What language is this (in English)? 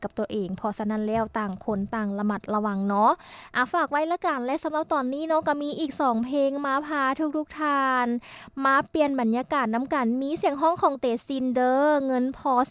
Lao